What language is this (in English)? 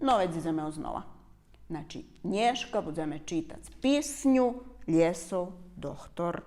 Rusyn